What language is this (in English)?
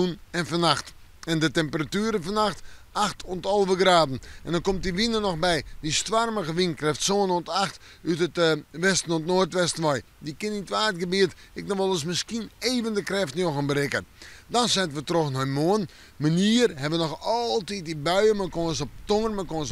Western Frisian